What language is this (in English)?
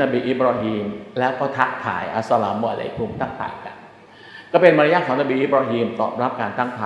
Thai